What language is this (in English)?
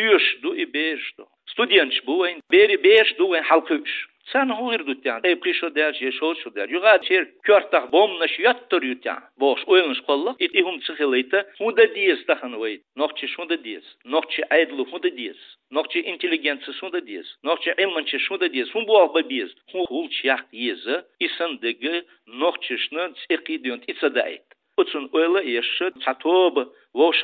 Chechen